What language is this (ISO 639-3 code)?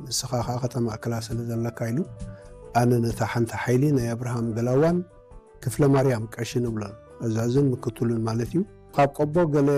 tir